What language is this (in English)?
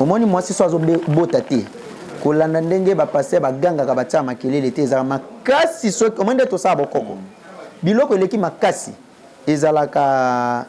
Lingala